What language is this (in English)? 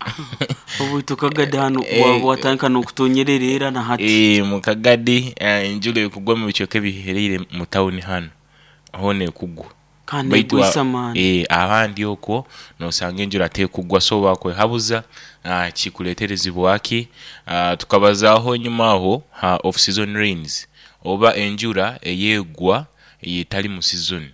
Nyoro